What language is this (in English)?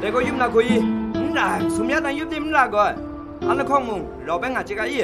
Kachin